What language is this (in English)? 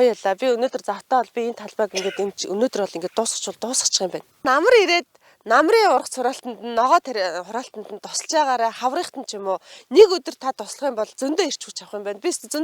Mongolian